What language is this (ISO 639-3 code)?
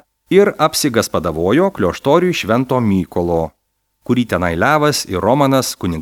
lit